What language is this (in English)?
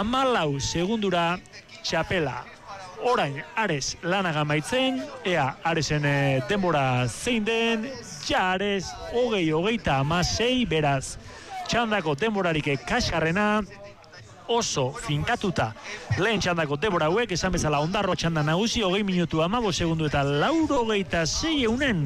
Basque